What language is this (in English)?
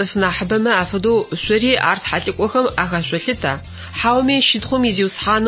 Adyghe